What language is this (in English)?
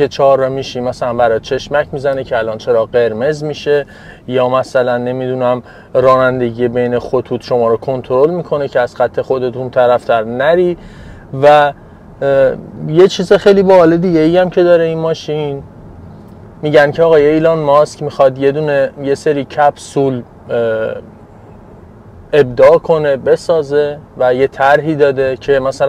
Persian